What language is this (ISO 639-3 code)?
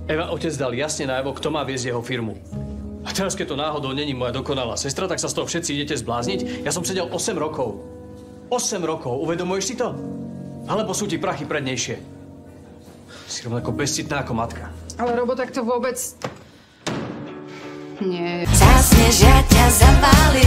slk